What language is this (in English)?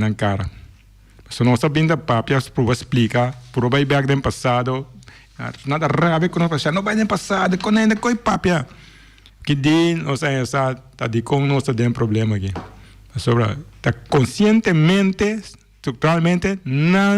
Papiamento